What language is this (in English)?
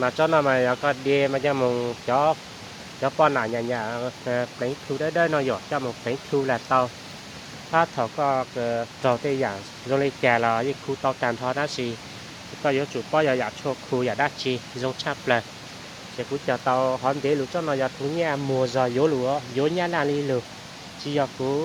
Hmong